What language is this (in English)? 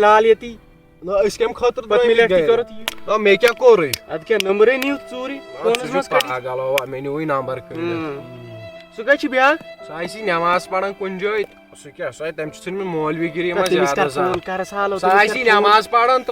Kashmiri